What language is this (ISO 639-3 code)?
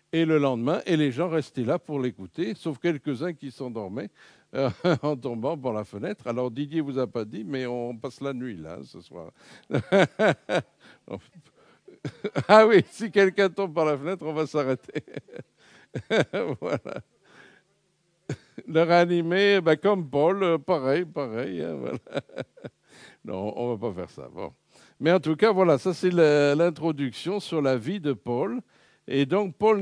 fra